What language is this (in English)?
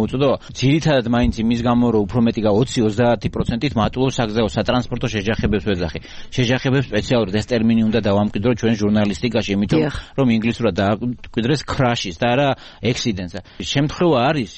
Georgian